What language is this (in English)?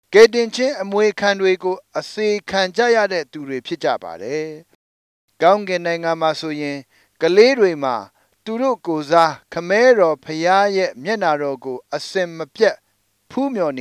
Burmese